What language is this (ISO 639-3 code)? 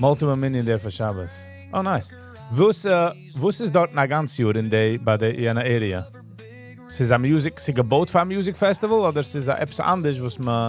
yid